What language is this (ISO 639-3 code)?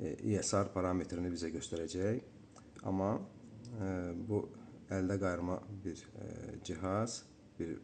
aze